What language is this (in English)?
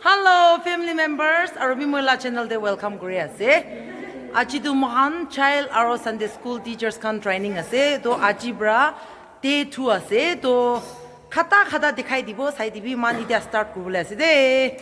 Naga Pidgin